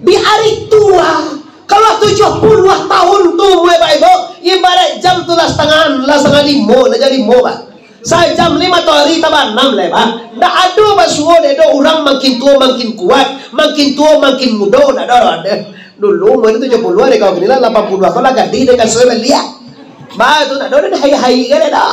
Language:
Minangkabau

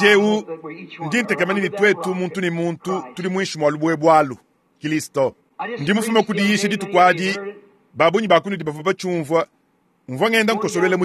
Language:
Luba-Lulua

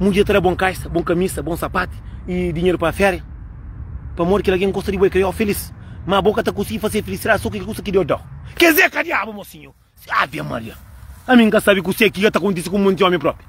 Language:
Kabuverdianu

